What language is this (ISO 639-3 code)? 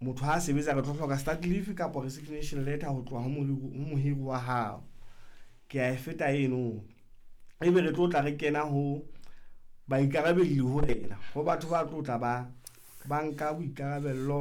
sot